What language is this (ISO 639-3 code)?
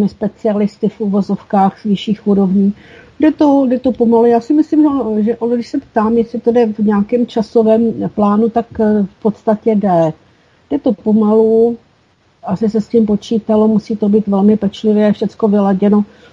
ces